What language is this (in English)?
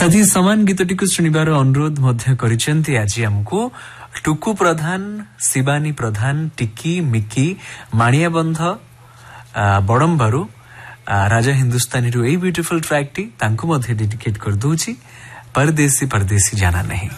Odia